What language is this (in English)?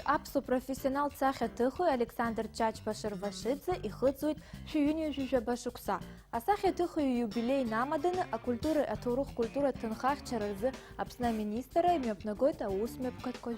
Abkhazian